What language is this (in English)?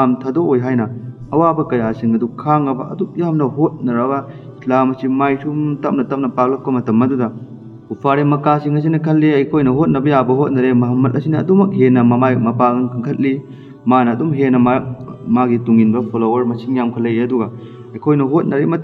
Manipuri